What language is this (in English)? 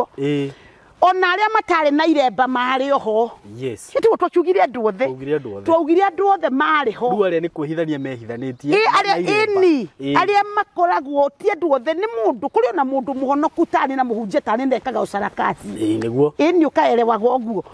Kikuyu